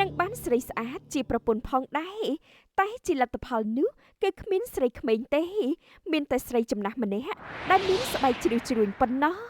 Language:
Khmer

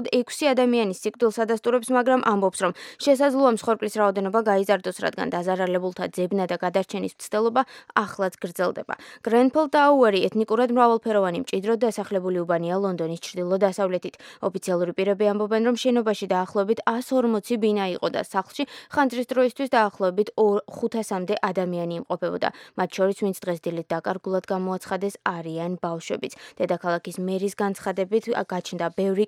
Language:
Georgian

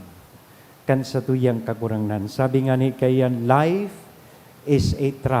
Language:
Bikol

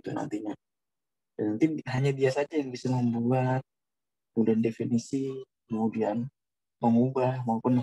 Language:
Indonesian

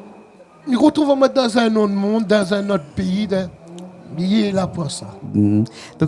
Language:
Réunion Creole French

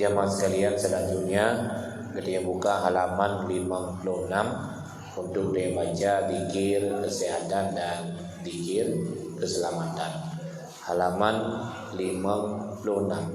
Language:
Achinese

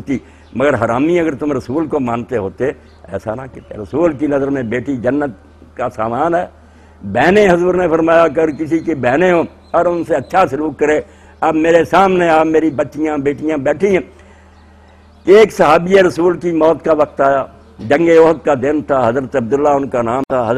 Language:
Urdu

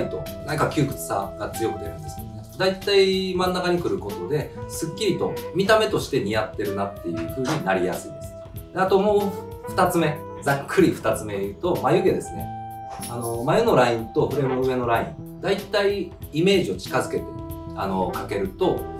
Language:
Japanese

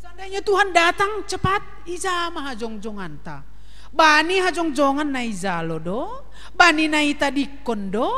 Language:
Batak Simalungun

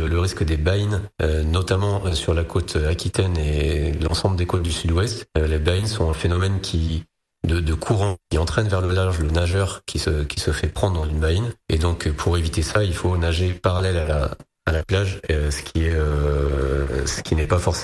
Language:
French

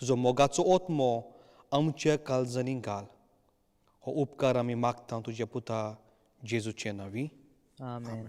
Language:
Konkani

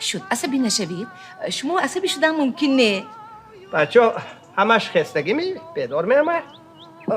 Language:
Tajik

